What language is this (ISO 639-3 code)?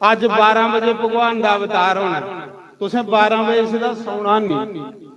doi